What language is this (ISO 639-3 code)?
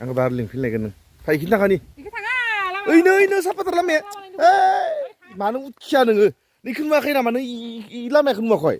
brx